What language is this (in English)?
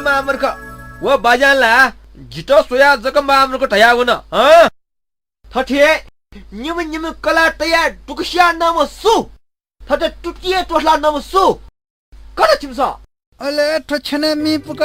Newari